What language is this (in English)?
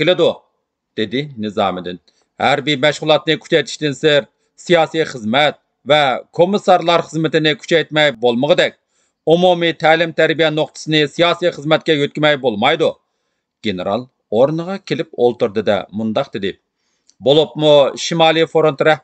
Uyghur